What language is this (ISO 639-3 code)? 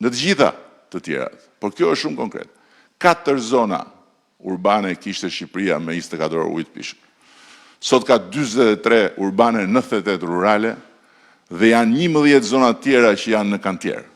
sqi